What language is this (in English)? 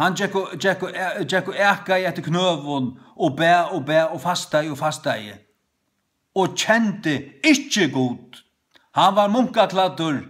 Faroese